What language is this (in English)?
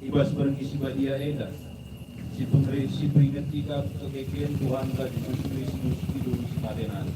Batak Karo